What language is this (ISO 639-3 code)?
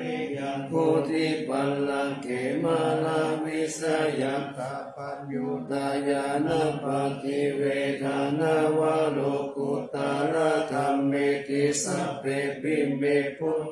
pli